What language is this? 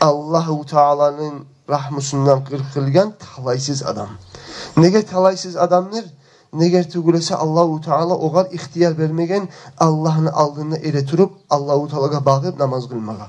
Kumyk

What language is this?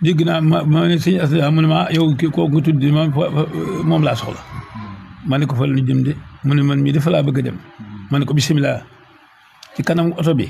Wolof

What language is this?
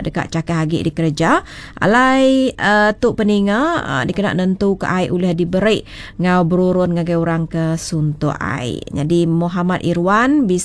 Iban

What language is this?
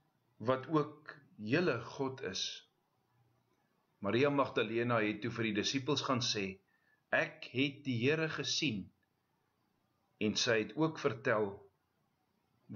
Afrikaans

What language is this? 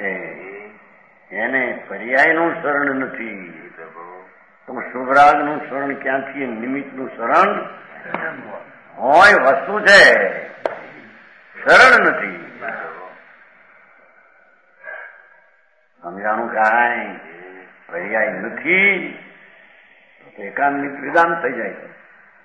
Gujarati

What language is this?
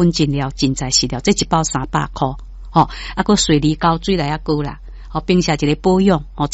Min Nan Chinese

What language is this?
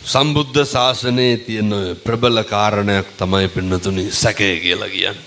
Sinhala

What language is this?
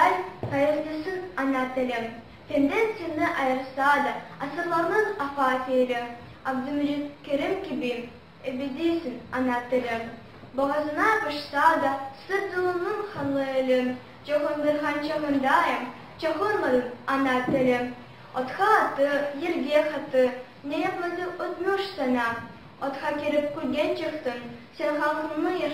Crimean Tatar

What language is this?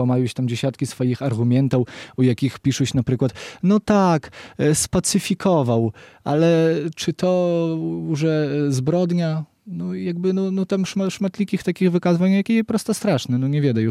Belarusian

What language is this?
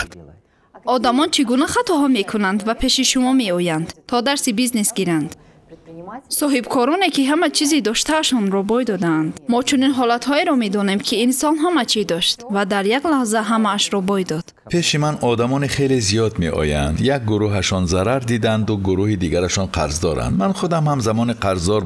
Tajik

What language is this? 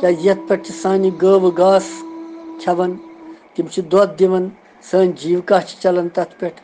Kashmiri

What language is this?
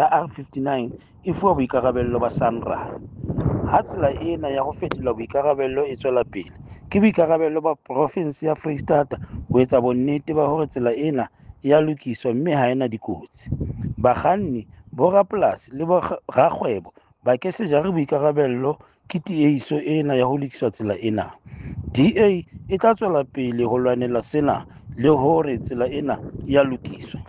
Southern Sotho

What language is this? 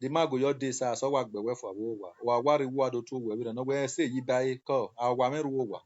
Nigerian Pidgin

